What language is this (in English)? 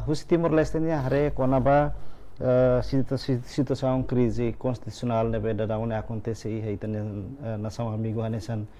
Tetum